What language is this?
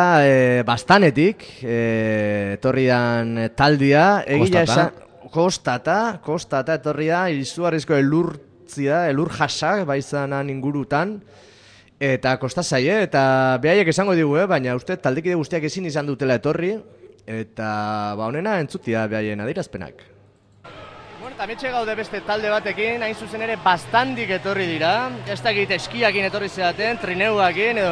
Basque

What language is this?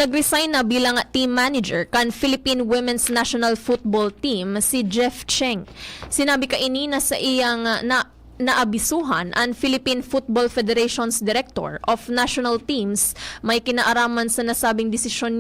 Bikol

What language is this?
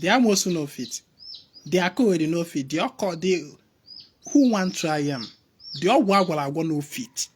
Igbo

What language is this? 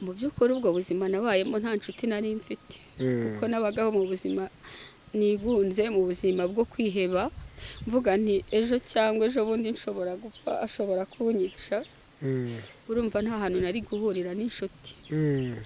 Kinyarwanda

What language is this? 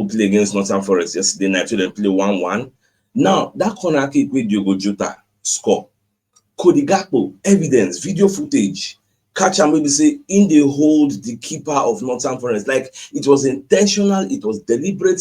Nigerian Pidgin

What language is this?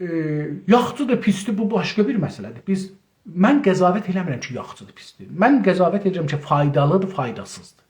South Azerbaijani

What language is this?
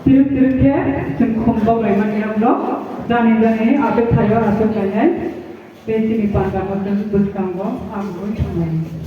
Kok Borok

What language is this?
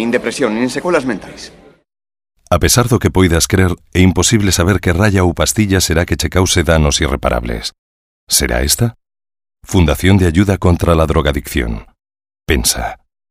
Galician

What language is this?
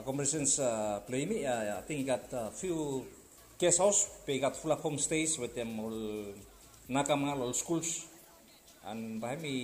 Bislama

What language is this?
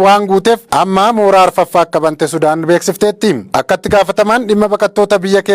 Oromo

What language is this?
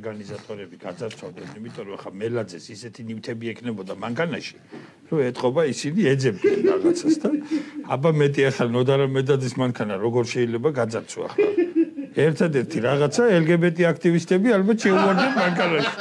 Georgian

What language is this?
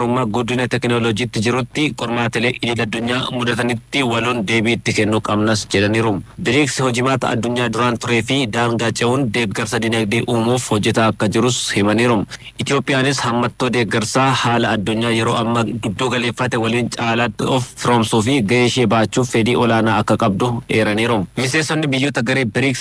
Oromo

